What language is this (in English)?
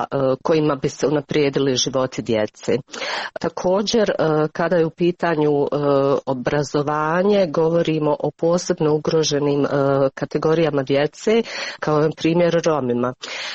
Croatian